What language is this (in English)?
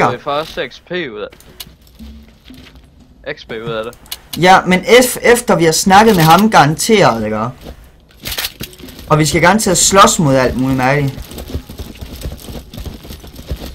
Danish